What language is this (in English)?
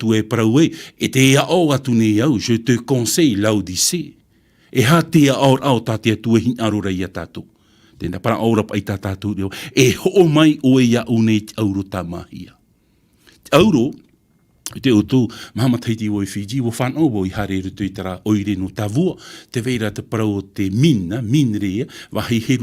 Tahitian